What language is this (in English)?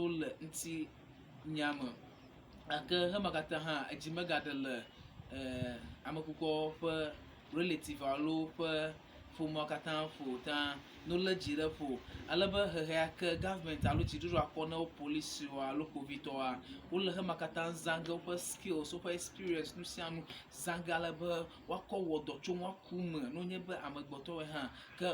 Ewe